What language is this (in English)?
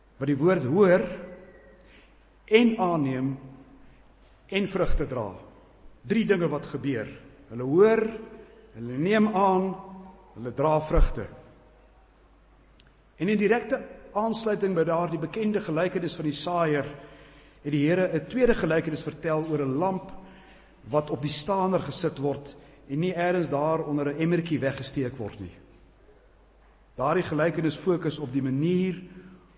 Afrikaans